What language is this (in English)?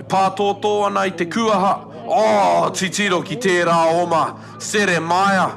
Māori